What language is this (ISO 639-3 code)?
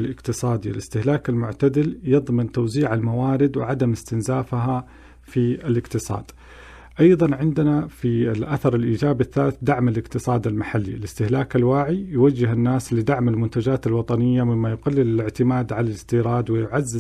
ara